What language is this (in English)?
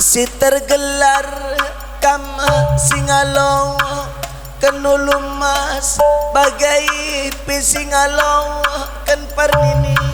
Batak Karo